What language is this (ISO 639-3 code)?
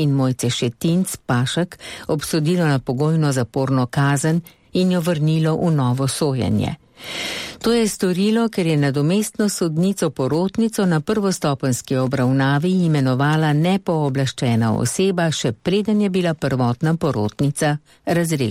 slv